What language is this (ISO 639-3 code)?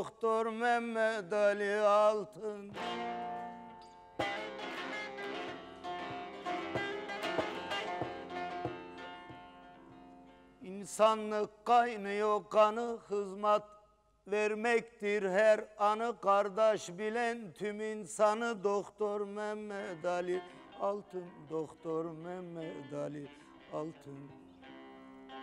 tur